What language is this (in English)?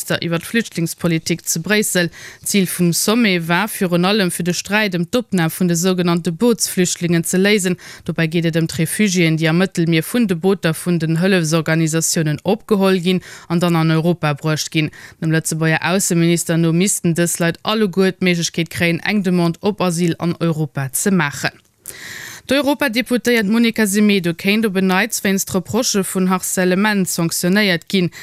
Luxembourgish